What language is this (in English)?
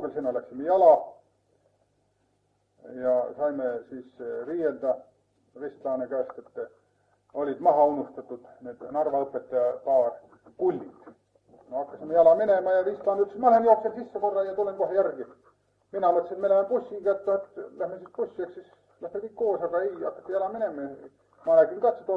Estonian